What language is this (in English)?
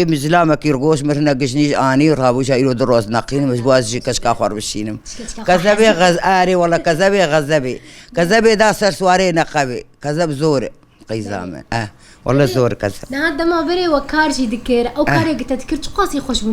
Kurdish